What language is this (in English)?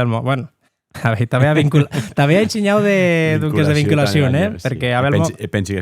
Occitan